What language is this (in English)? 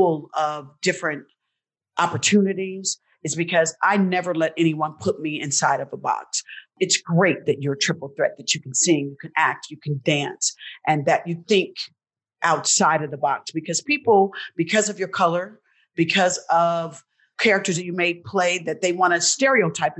English